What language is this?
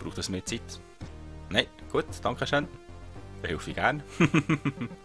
Swiss German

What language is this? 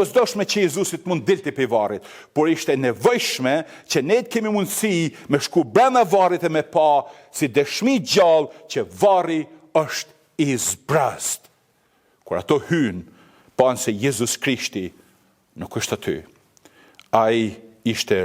Albanian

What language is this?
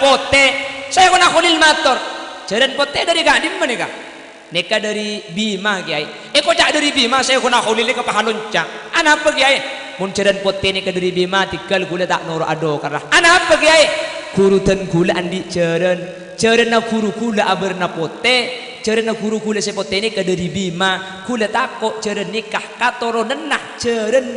Madurese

